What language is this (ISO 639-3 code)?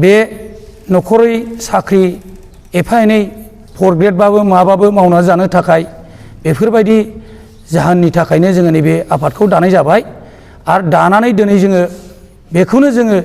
brx